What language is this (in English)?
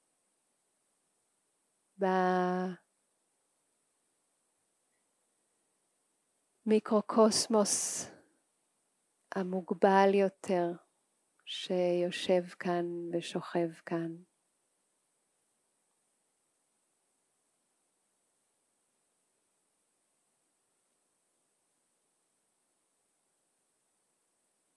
Hebrew